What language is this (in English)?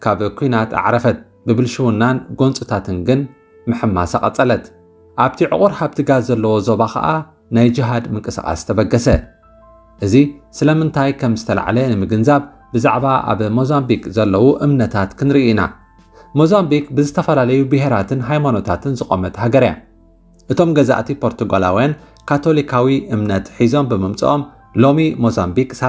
Tigrinya